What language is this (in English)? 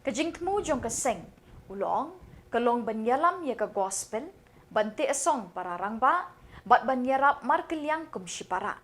Khasi